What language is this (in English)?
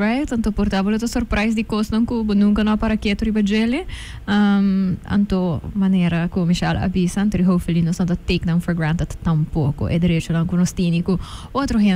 Papiamento